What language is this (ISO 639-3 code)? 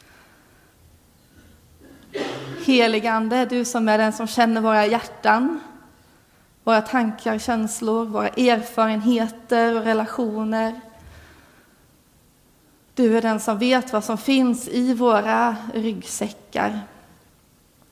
swe